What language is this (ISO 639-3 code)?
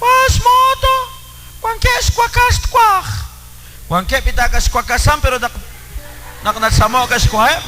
kek